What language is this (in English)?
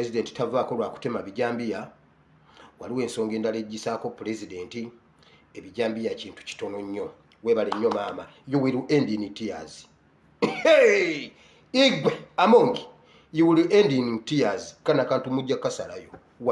Ganda